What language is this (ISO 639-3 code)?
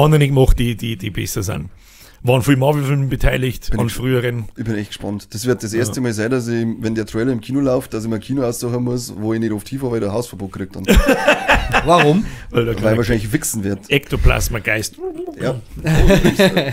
bar